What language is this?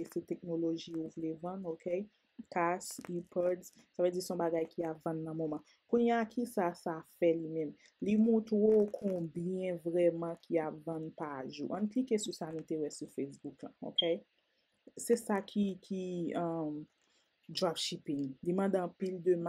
Haitian Creole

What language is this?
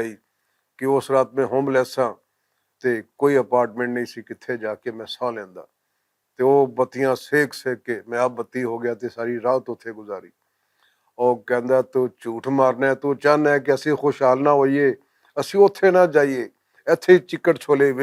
Western Panjabi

